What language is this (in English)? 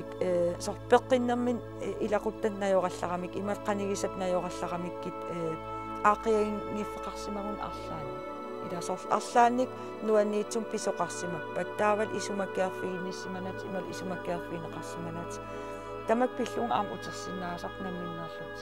Kalaallisut